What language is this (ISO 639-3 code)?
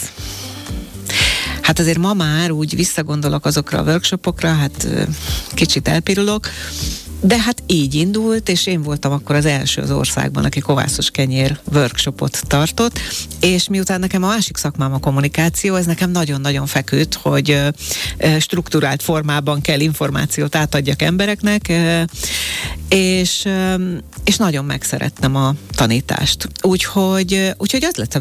hun